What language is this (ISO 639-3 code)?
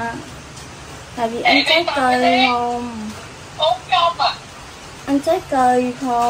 vie